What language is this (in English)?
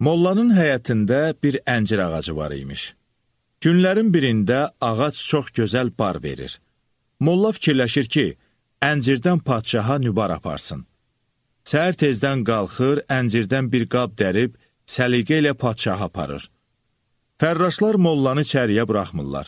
Azerbaijani